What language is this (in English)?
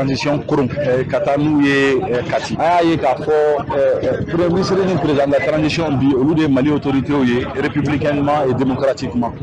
Bambara